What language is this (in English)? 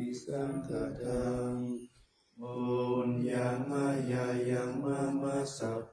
Pali